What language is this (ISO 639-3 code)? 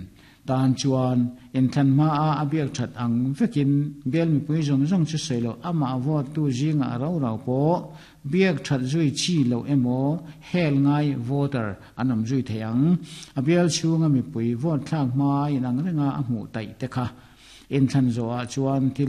lus